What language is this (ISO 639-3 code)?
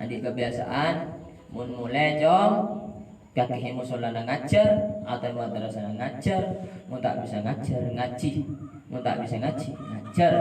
mad